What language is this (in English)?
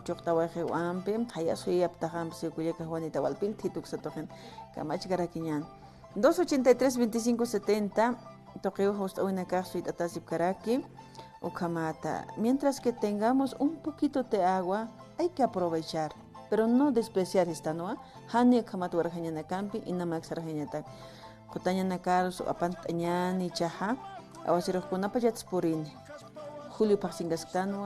Aymara